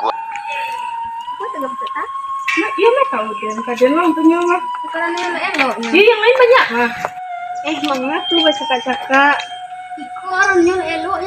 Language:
Minangkabau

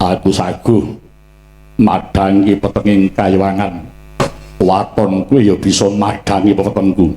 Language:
Javanese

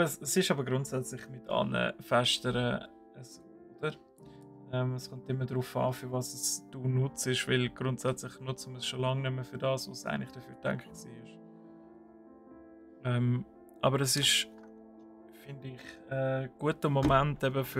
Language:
Swiss German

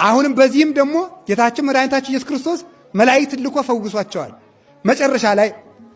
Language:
Amharic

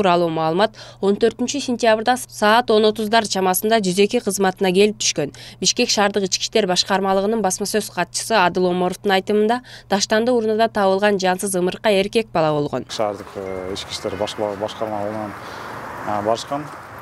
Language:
Kyrgyz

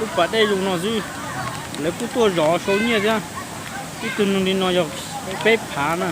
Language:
Hmong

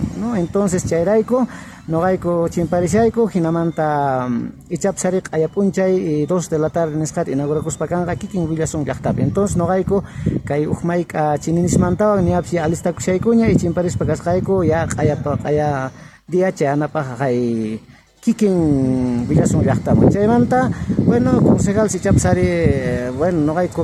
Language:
South Bolivian Quechua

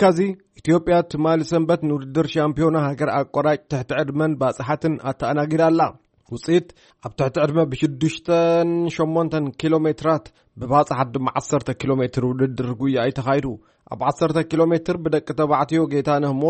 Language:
Tigrinya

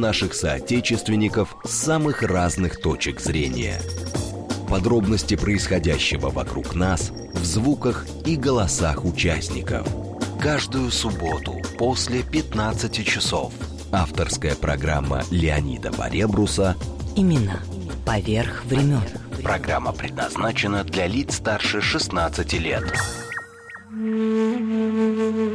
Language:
Russian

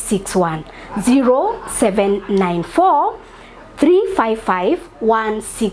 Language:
Kikuyu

